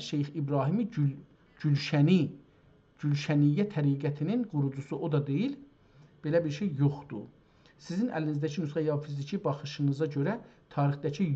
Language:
South Azerbaijani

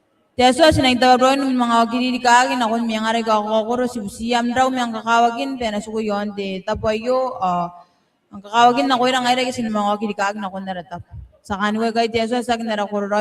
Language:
Gilbertese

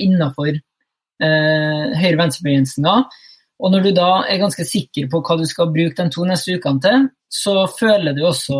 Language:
Norwegian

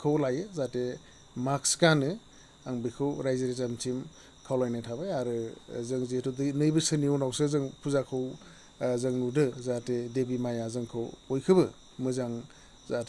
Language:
Bodo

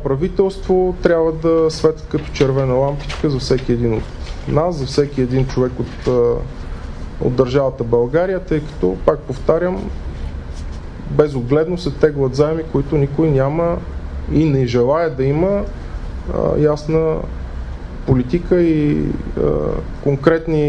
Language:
Bulgarian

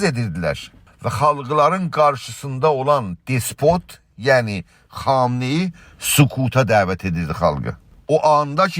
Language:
South Azerbaijani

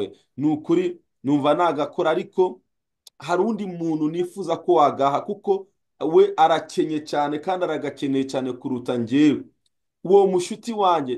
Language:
Kinyarwanda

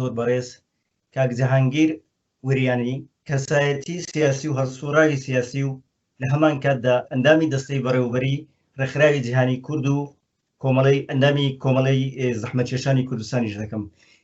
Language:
Central Kurdish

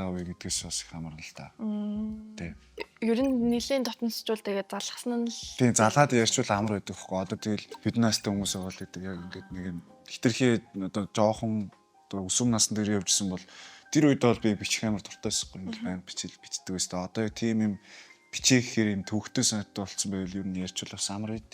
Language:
Mongolian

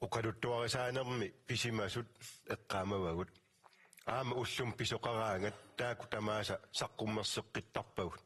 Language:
Kalaallisut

